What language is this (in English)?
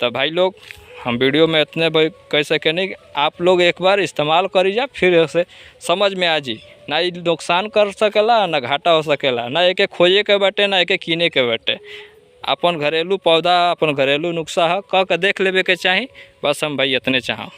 Bhojpuri